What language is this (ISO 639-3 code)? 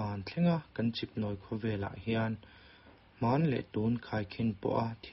lus